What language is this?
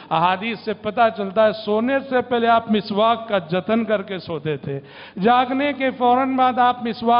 Urdu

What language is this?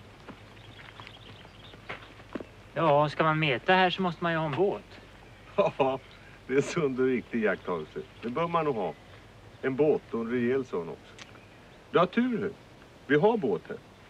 Swedish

